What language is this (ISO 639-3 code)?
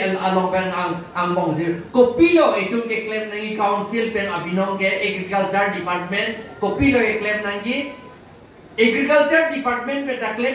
mjw